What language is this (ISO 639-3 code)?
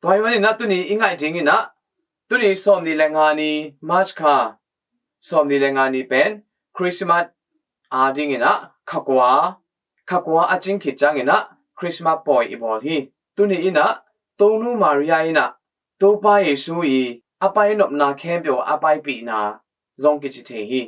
ctd